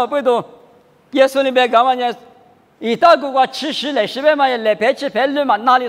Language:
Lisu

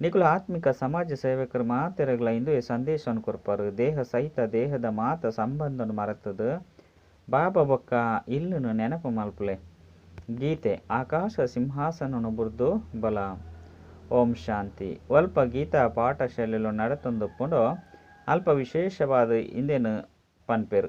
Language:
Tulu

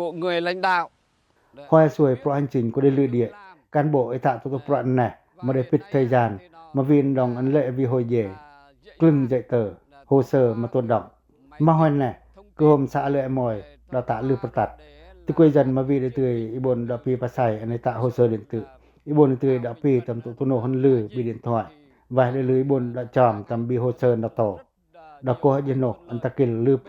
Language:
Pacoh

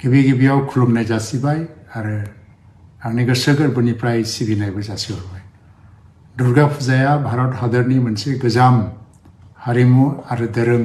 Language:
Bodo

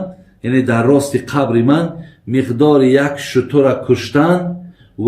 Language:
Tajik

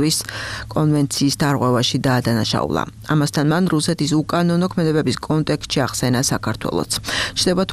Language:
Georgian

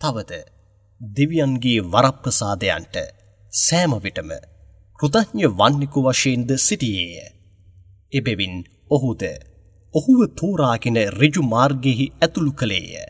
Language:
Sinhala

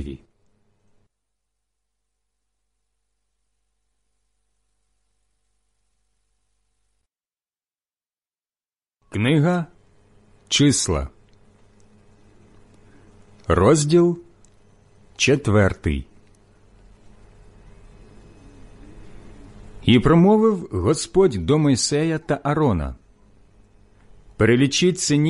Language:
Ukrainian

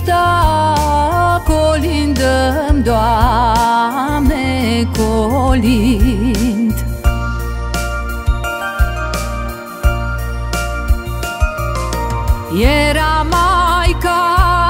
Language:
Romanian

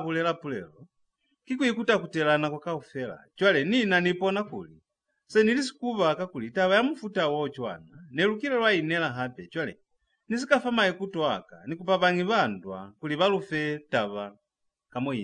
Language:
Lozi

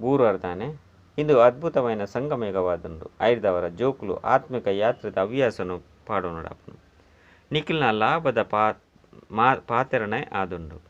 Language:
Tulu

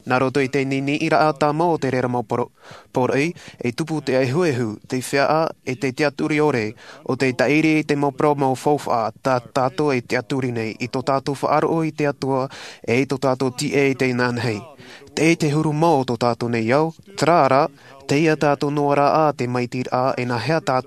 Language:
Tahitian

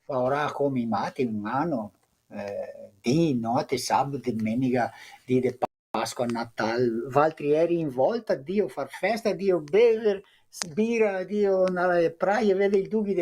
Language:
Venetian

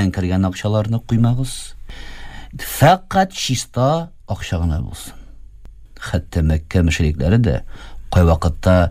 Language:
Tatar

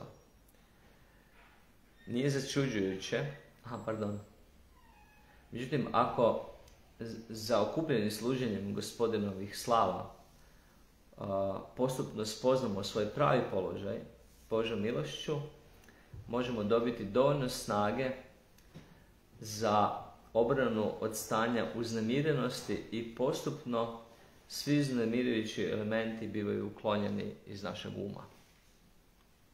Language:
Croatian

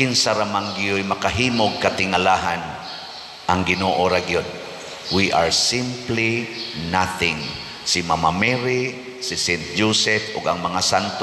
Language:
Cebuano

